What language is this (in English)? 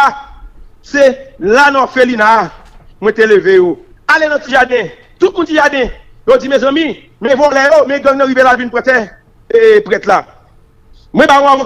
Haitian Creole